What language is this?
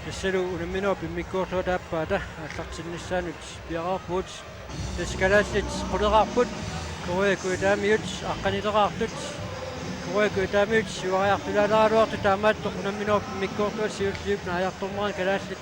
Kalaallisut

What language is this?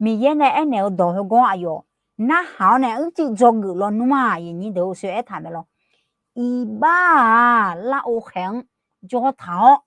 Akha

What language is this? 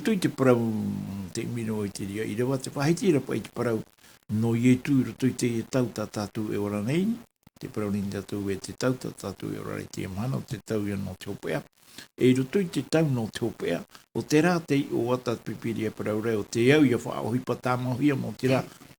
Tahitian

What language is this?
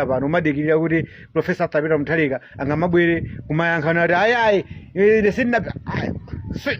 Nyanja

